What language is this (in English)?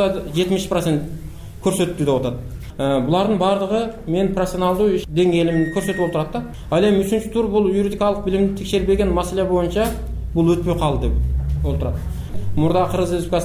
Kyrgyz